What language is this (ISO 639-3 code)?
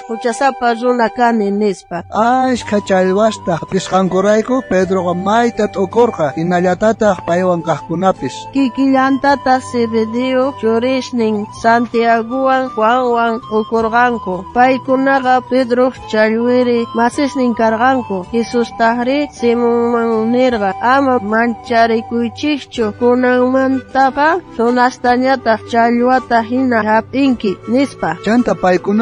quh